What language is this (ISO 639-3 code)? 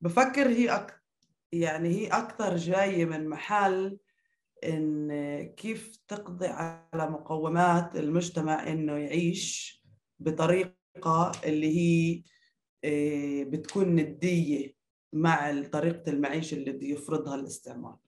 apc